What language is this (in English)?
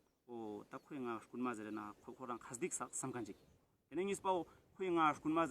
Ladakhi